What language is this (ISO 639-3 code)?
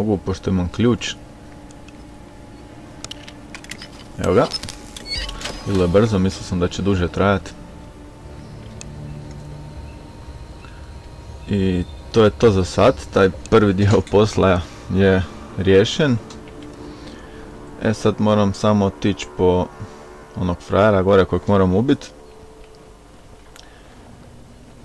hrv